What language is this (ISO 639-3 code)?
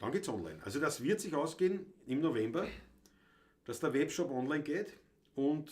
bar